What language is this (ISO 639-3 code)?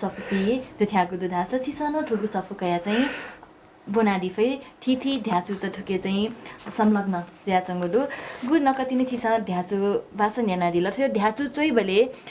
new